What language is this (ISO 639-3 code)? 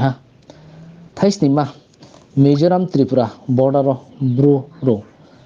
ria